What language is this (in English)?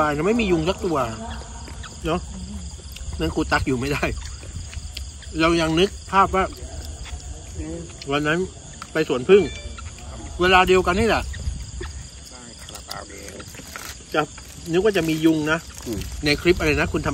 Thai